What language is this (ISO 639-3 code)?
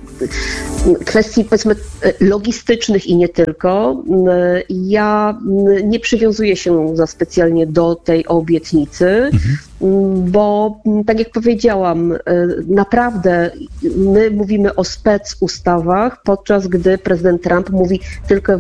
pol